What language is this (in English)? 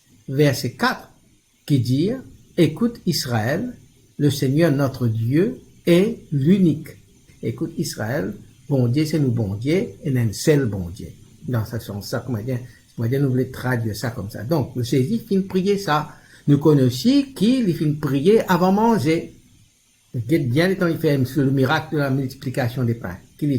Morisyen